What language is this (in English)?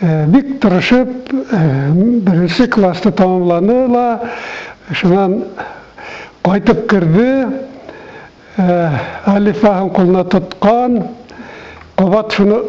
Bashkir